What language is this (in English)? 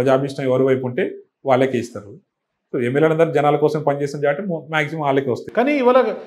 Telugu